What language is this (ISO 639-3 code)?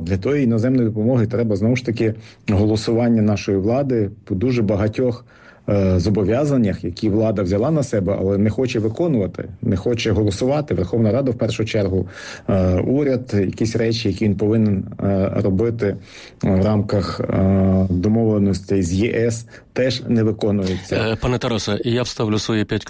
ukr